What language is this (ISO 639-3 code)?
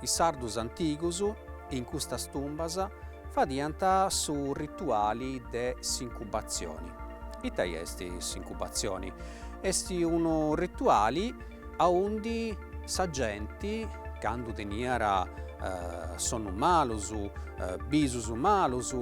srd